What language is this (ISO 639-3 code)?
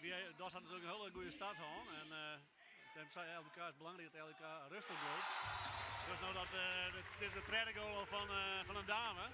fry